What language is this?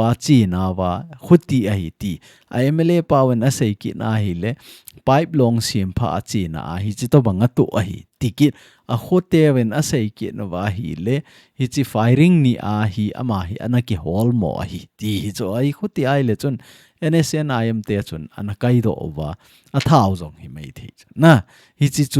Thado Chin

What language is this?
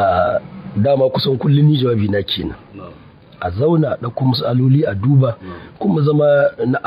Hausa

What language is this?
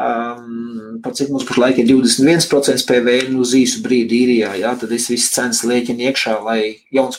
Latvian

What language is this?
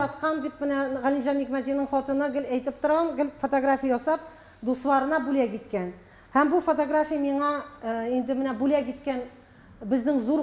Tatar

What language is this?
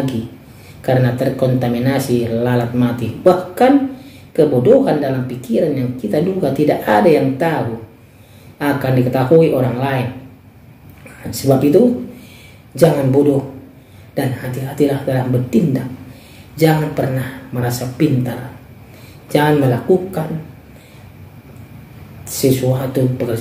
Indonesian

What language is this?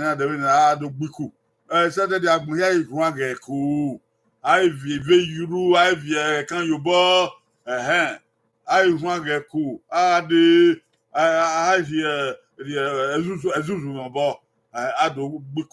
Bini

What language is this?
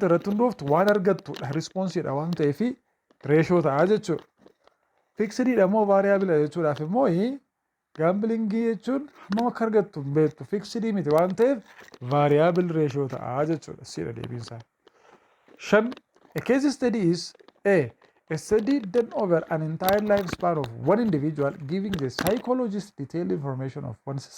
Oromo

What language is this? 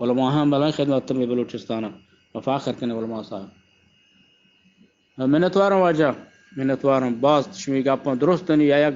Eastern Balochi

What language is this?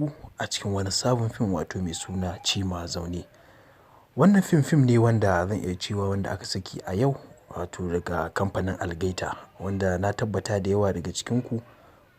Hausa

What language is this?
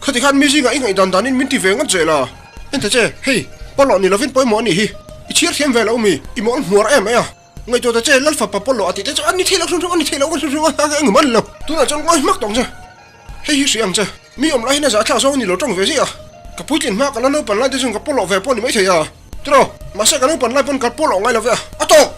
Mizo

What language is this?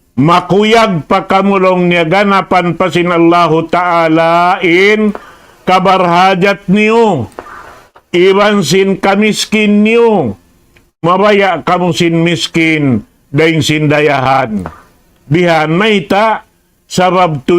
Tausug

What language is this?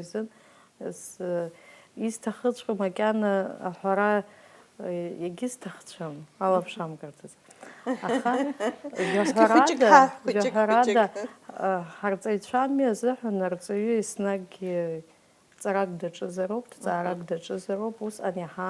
Abkhazian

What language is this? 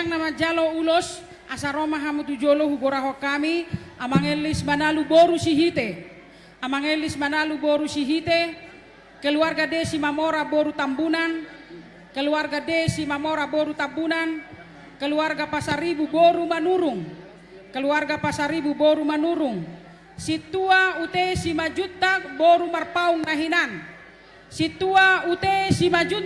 Batak Toba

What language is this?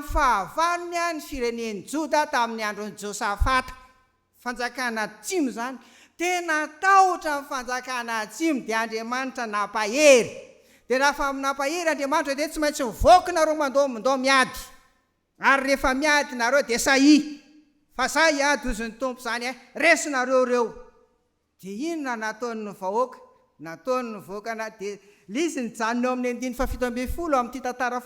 Malagasy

